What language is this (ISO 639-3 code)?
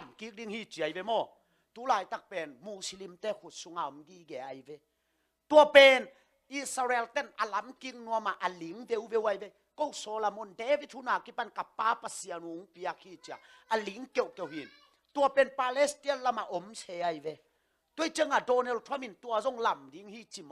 ctd